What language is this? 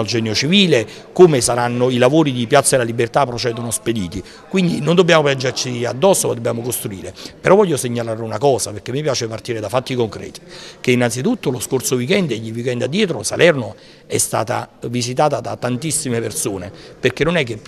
Italian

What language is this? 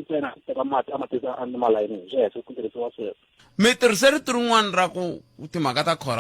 Tsonga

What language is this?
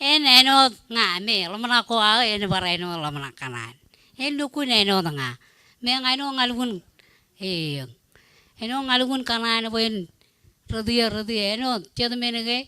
Marshallese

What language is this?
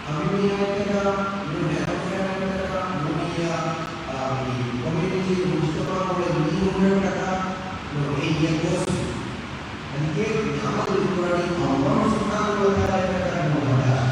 Divehi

